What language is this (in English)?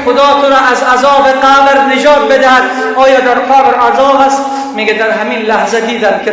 Persian